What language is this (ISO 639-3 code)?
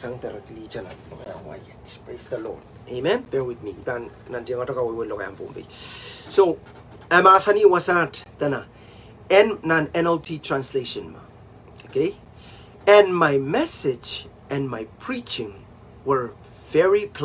pon